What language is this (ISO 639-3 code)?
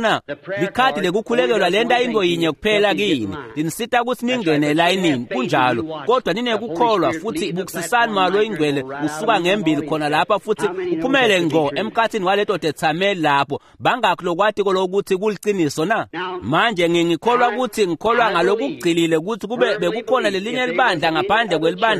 ssw